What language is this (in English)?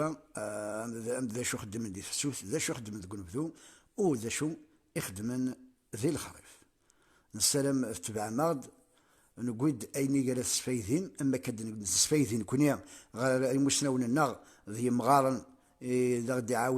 Kabyle